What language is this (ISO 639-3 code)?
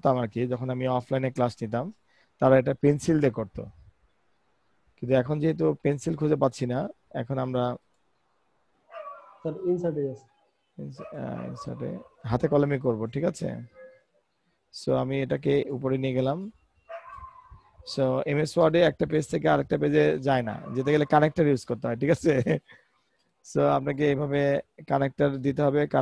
ben